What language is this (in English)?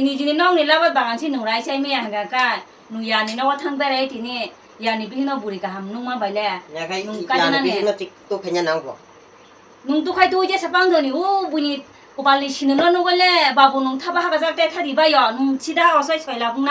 Kok Borok